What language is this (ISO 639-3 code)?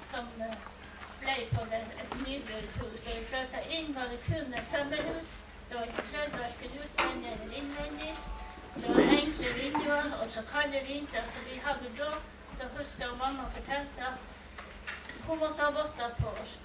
nor